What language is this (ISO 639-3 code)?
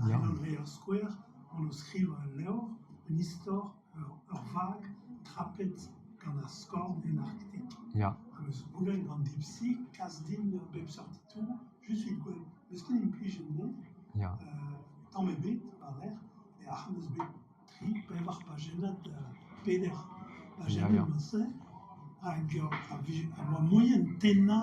bre